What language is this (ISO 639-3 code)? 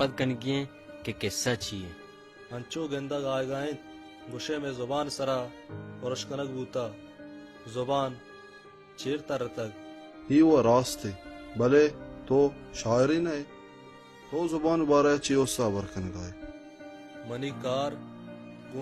bal